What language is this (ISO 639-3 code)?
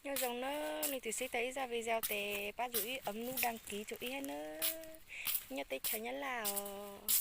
hmn